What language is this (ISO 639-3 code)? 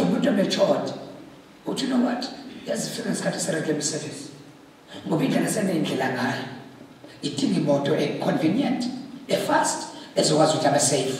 zul